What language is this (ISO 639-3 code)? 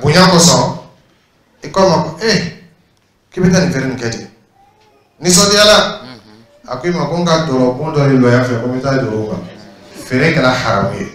dyu